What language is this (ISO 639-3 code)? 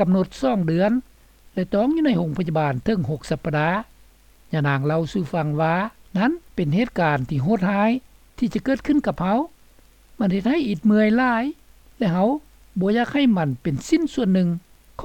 lao